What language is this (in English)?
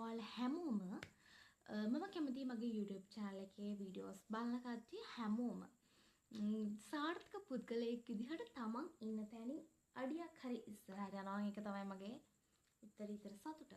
Sinhala